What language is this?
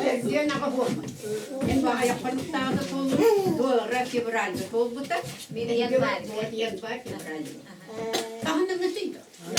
Yakut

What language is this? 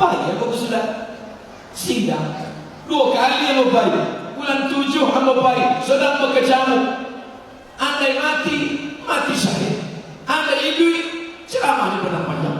Minangkabau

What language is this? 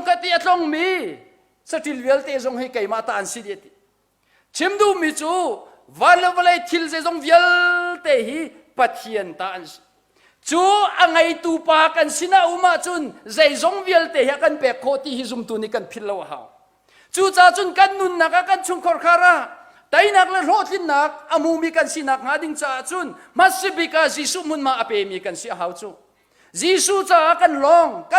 Hakha Chin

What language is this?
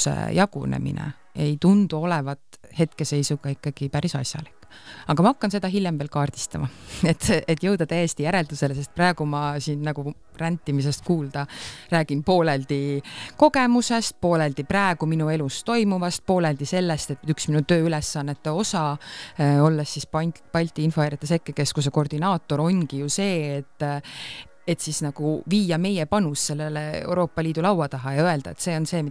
Estonian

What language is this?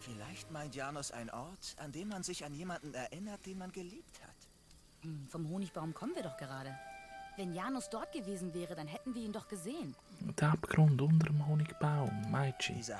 Swiss German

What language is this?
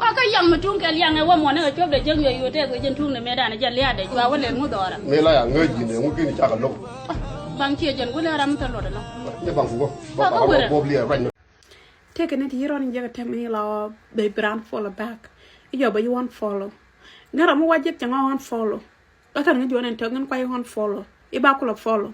Nuer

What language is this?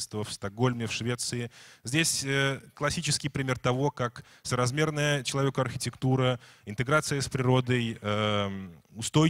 Russian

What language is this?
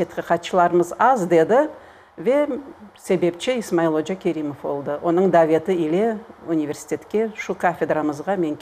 Crimean Tatar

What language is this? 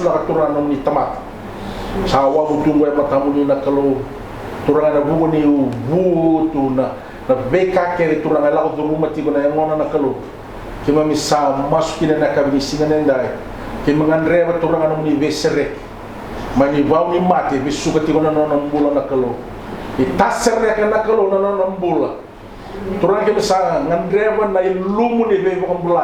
Fijian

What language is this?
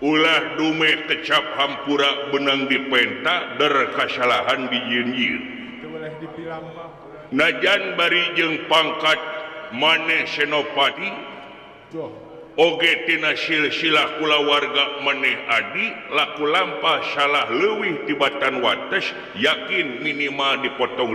Sundanese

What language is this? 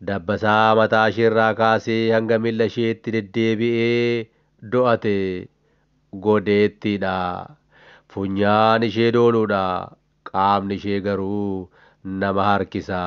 Oromo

